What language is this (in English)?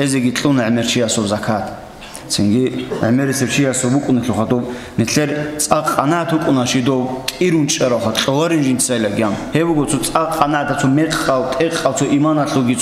Avaric